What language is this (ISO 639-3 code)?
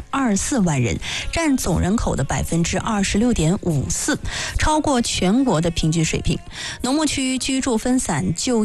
zho